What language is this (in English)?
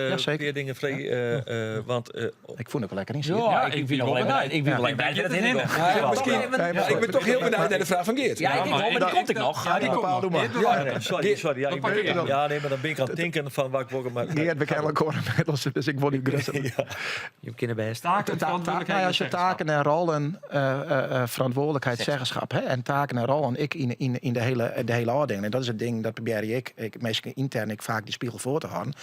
Western Frisian